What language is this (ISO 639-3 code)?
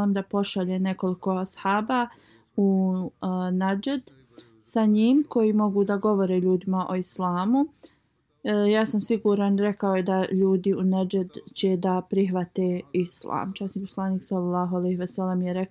bos